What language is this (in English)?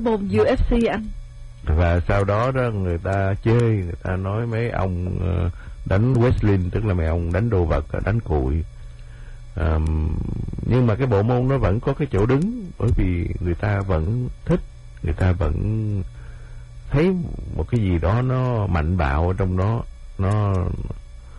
Vietnamese